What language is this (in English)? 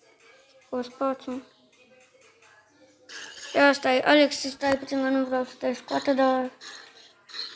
Romanian